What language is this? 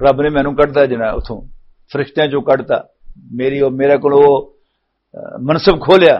Western Panjabi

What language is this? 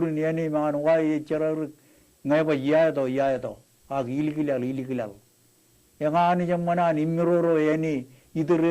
Marshallese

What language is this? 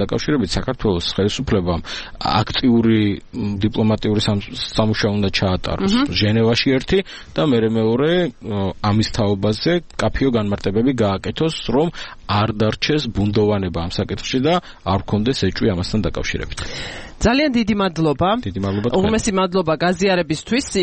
Georgian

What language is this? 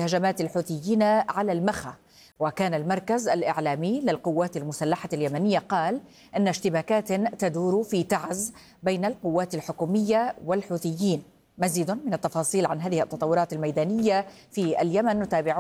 Arabic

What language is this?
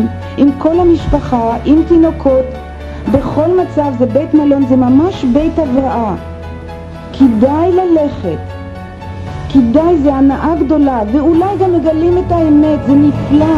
Hebrew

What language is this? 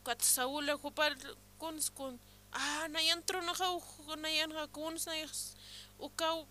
Aymara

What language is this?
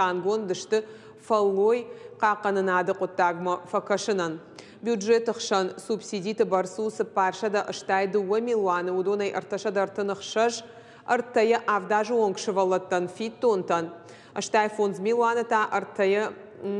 Ossetic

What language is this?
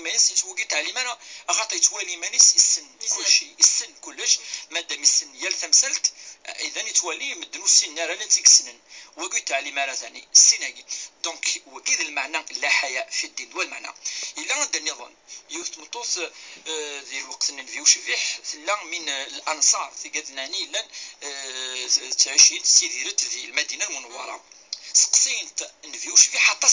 Kabyle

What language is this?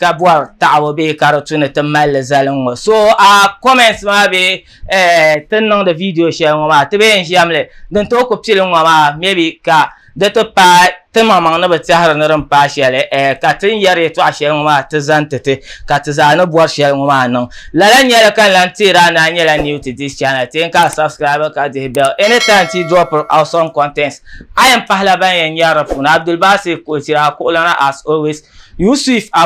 Dagbani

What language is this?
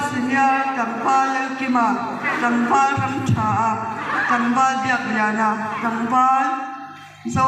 Mizo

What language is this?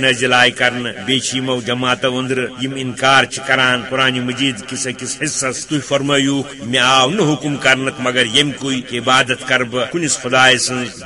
Kashmiri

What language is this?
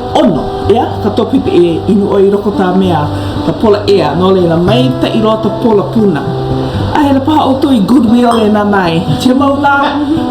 Hawaiian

